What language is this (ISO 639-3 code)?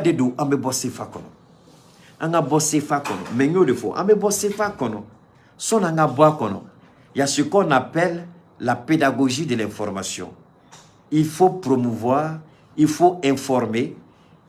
bam